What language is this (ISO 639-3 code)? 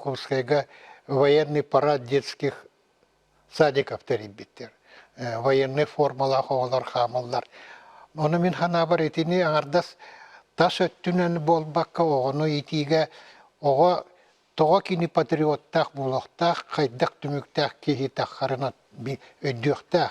sah